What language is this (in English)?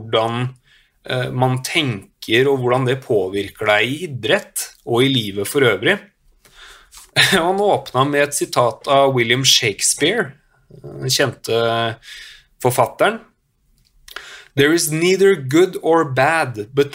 Norwegian